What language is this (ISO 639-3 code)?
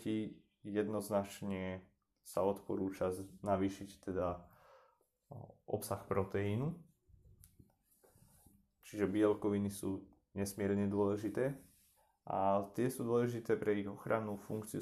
slk